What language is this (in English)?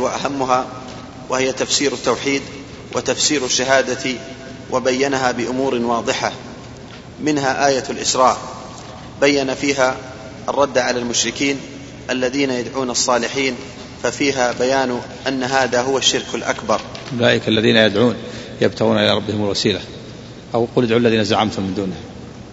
Arabic